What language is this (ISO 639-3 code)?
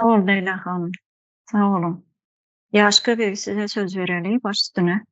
tuk